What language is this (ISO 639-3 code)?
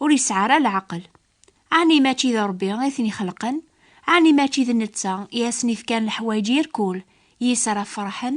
kab